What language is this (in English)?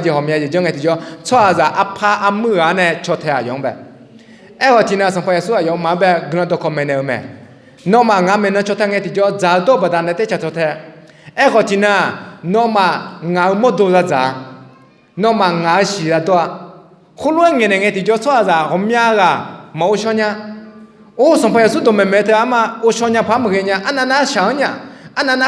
Akha